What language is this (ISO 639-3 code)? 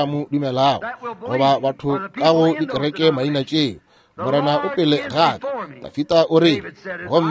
nso